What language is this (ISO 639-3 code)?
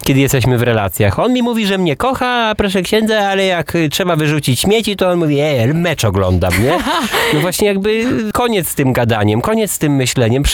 pol